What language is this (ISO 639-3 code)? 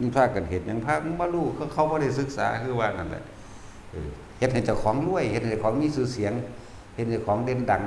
tts